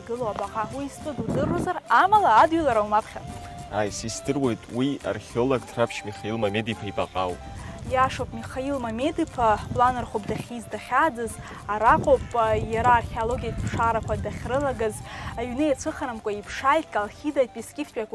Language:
Abkhazian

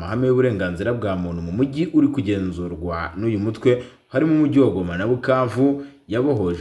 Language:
Kinyarwanda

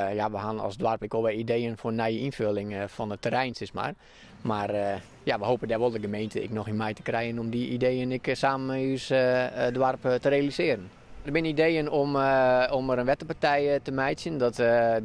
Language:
Western Frisian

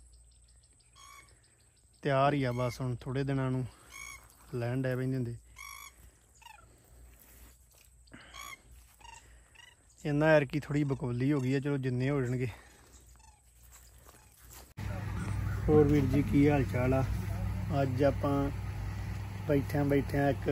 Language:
Punjabi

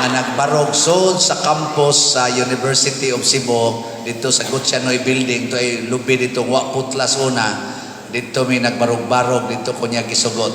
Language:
Cebuano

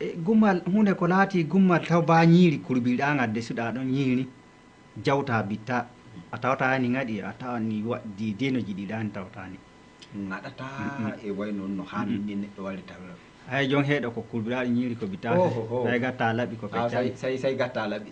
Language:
Fula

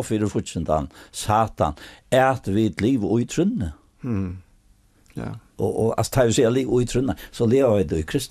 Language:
Faroese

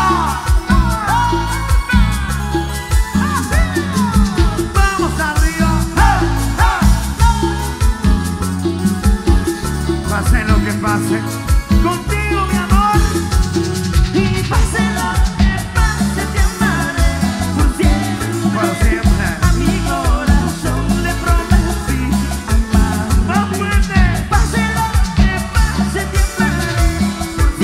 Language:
Spanish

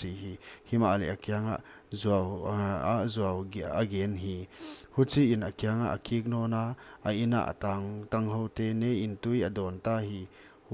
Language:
Paite Chin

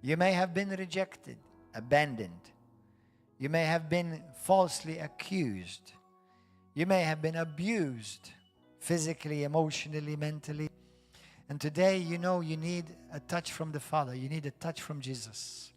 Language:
English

